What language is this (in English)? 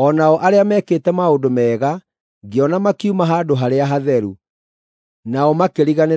Kikuyu